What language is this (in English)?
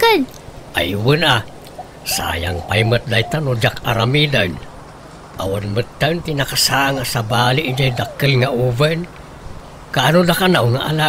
Iloko